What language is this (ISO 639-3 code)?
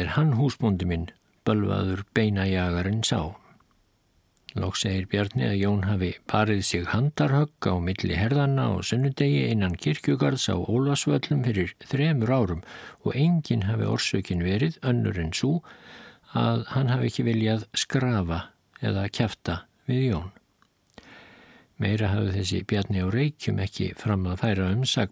isl